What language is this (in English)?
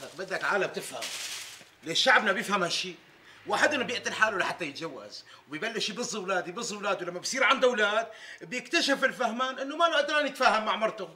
North Levantine Arabic